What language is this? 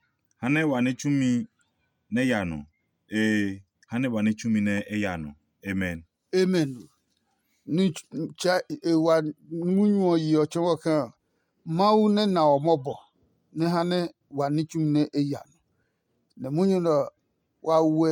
Adangme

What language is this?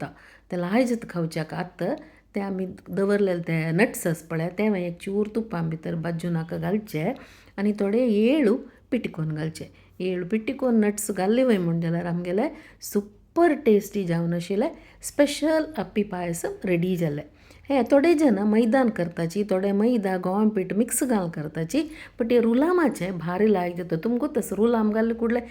Konkani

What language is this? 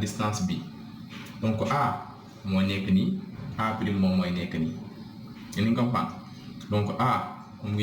Wolof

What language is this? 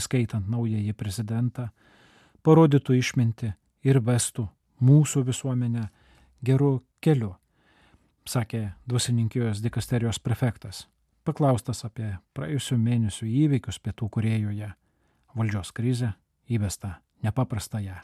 Lithuanian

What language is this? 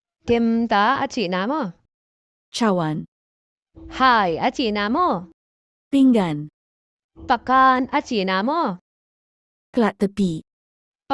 Tedim Chin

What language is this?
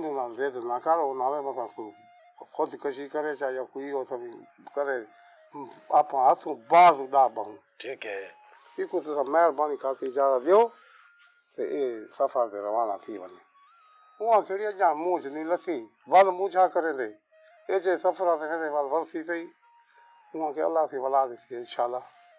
Saraiki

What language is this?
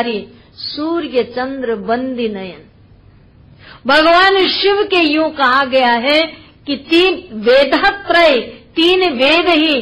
Hindi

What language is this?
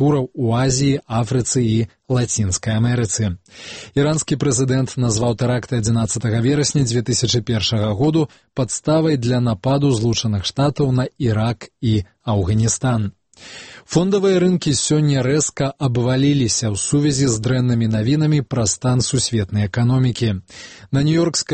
Belarusian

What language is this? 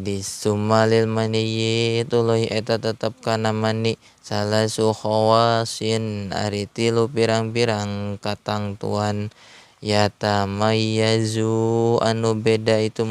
Sundanese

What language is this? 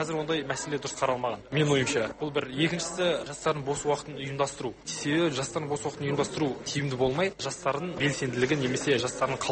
Kazakh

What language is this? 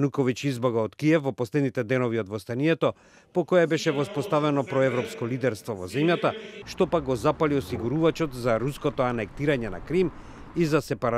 Macedonian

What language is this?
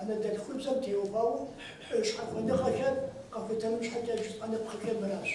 Kabardian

